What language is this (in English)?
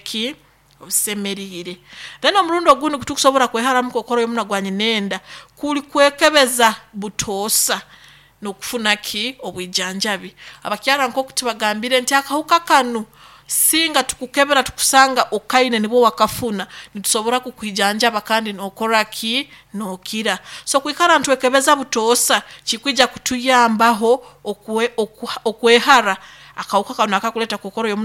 Nyoro